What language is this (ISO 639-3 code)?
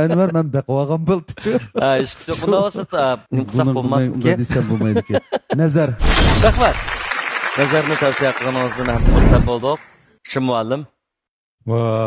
uig